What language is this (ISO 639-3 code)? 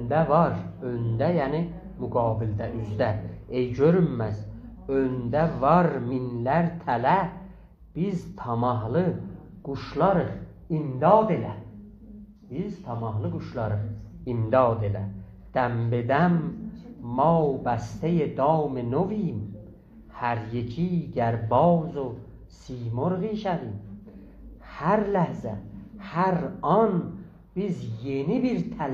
azb